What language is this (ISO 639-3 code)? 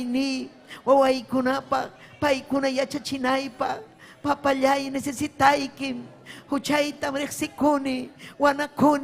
quy